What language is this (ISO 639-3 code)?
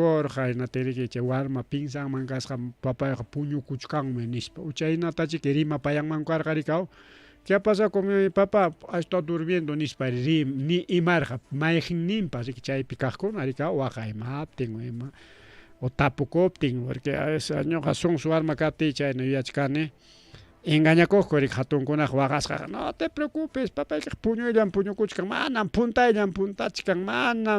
quy